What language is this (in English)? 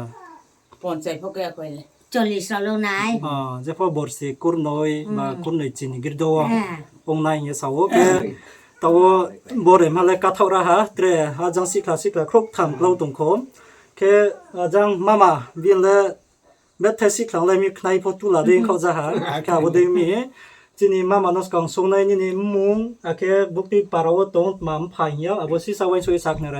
Riang (India)